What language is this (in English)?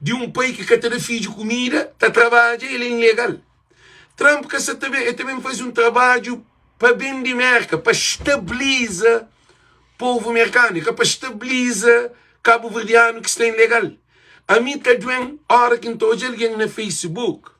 Kabuverdianu